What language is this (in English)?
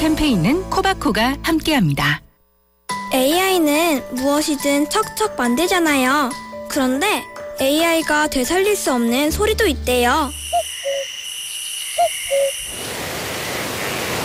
Korean